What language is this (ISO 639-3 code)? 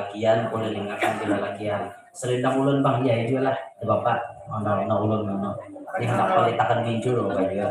bjn